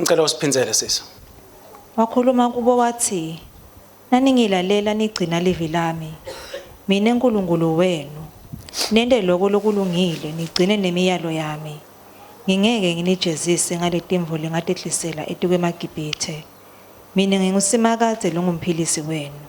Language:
Swati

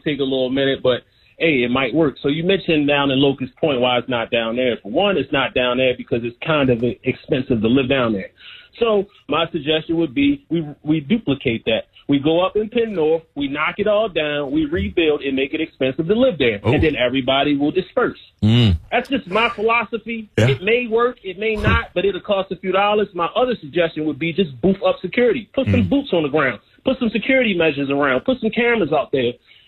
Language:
English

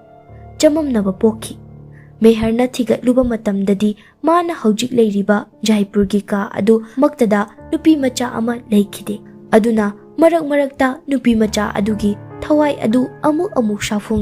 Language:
Manipuri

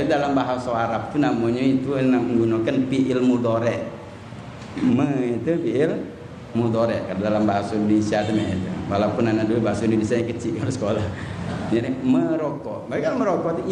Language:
Musi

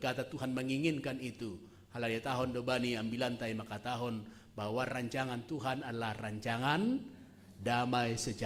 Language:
Batak Simalungun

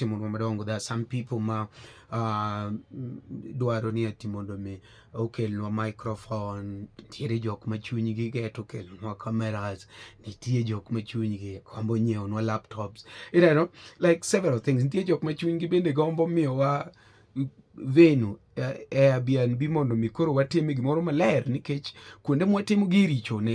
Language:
Luo (Kenya and Tanzania)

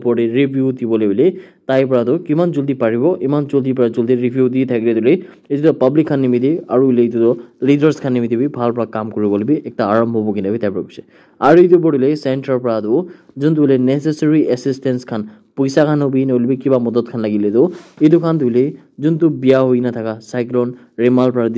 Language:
Naga Pidgin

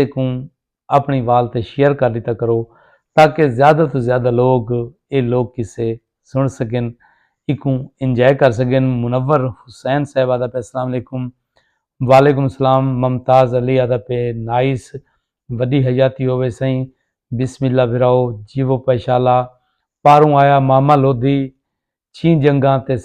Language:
Saraiki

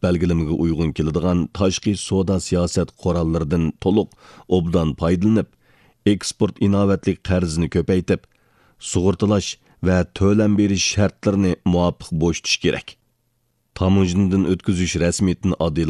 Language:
Uyghur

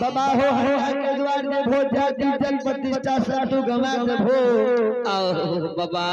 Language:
Maithili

